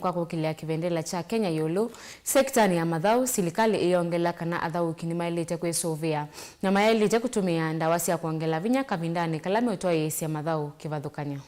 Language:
Kamba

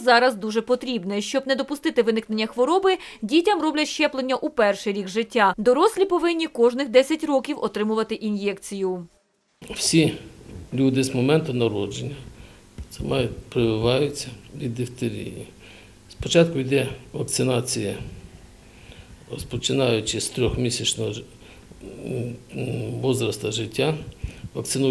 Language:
Ukrainian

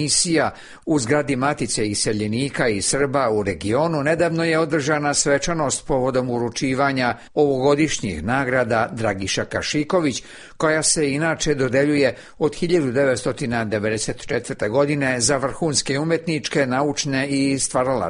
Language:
Serbian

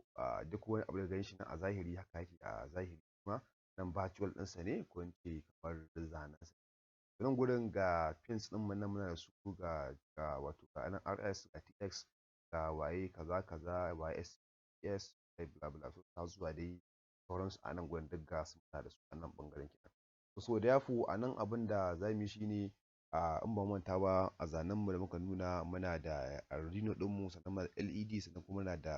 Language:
Hausa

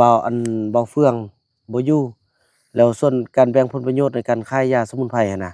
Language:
Lao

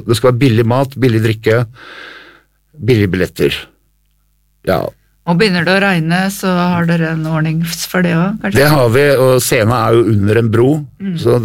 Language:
Norwegian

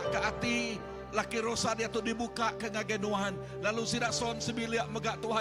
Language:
Iban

